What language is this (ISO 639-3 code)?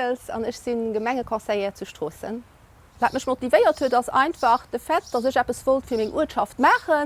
ltz